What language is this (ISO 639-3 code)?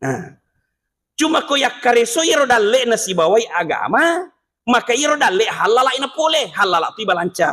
bug